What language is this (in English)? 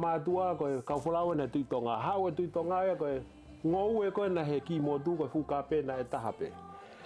Tongan